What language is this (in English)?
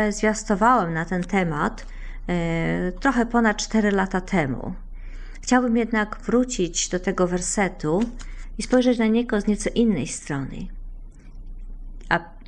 Polish